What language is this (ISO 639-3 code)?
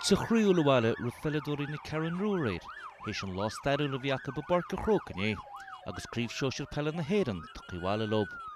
gle